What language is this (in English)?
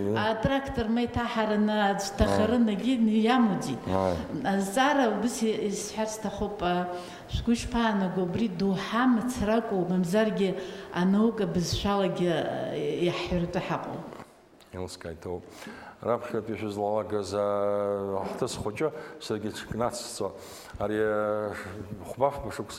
Abkhazian